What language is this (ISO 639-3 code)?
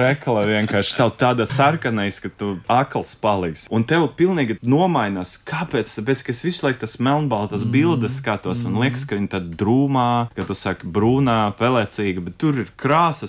lav